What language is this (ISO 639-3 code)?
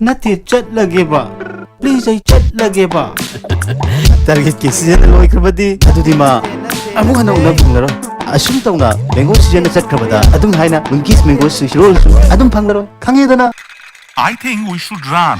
mni